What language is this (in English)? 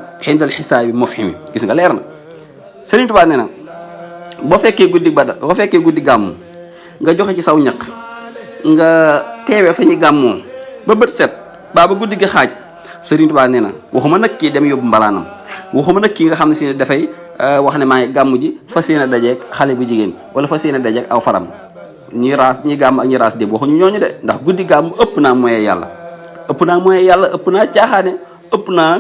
Wolof